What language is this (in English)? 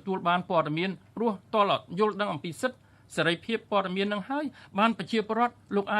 Khmer